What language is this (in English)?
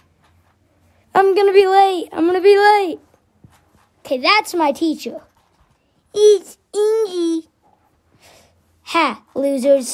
English